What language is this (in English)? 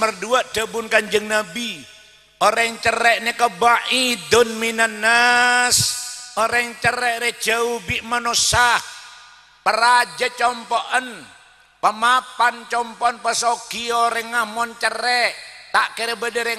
Madurese